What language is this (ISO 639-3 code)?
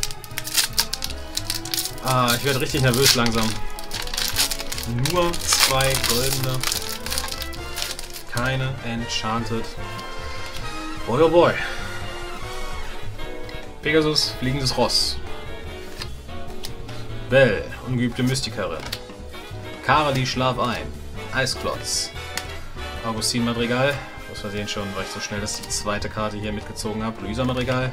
deu